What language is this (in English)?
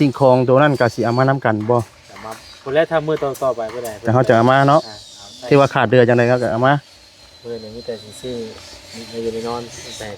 Lao